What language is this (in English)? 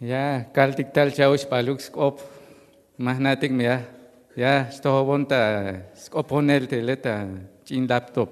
Tzeltal